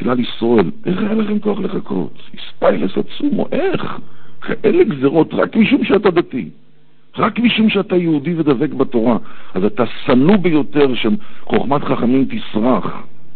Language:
Hebrew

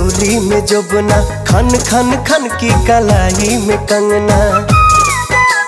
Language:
Bhojpuri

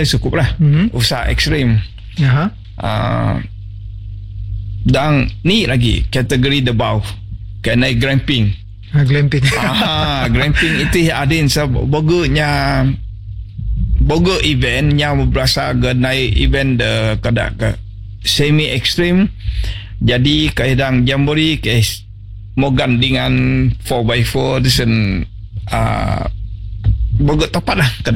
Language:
Malay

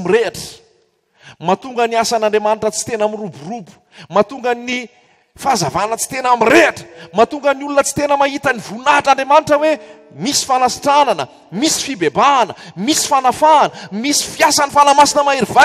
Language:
Malagasy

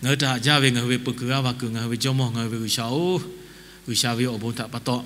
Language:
Lahu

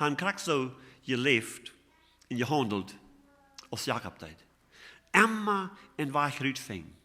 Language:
Plautdietsch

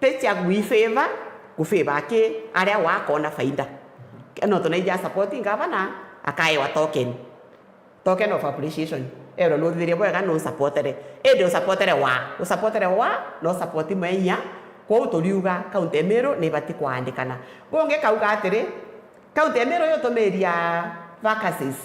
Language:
Meru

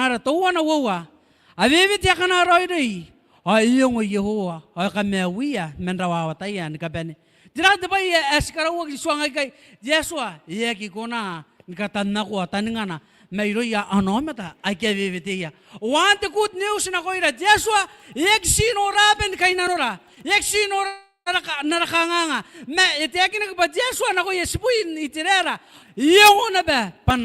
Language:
Gilbertese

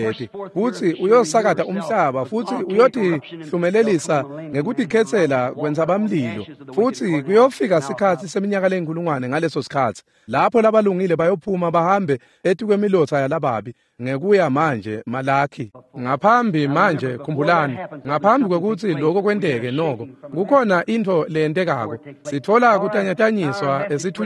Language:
Swati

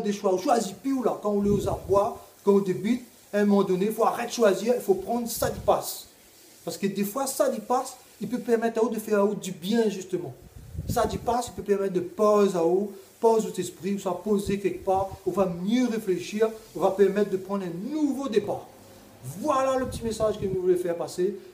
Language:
Réunion Creole French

